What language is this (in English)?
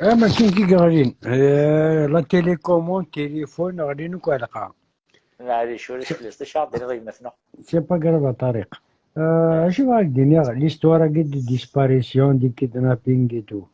Kabyle